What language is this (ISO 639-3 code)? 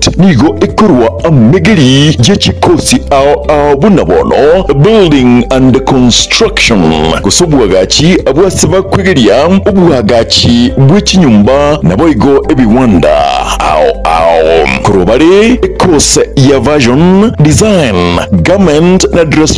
guz